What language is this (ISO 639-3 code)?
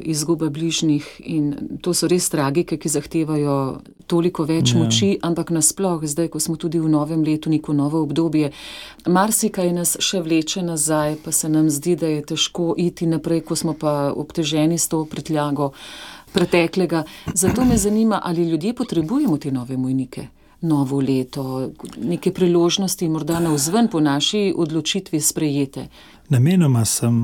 slv